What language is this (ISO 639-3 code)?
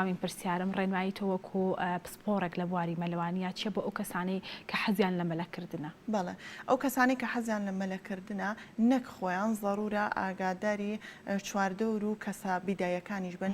ckb